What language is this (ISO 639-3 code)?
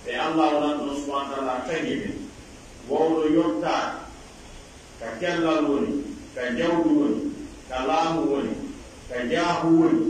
fuf